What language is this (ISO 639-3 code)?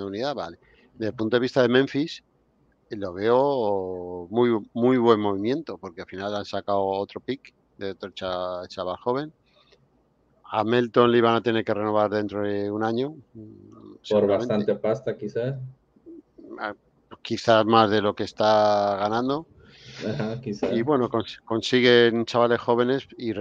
spa